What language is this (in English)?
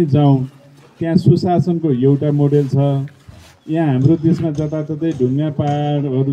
Nepali